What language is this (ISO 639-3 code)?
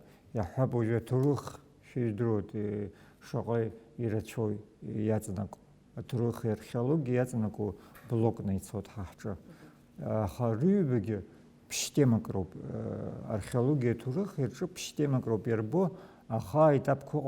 abk